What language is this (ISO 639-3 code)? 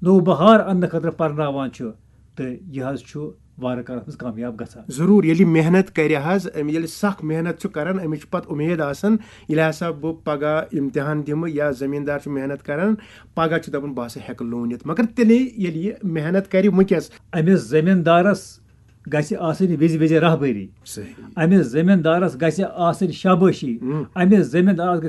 kas